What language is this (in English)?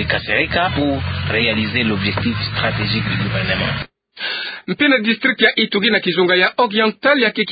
Kituba (Democratic Republic of Congo)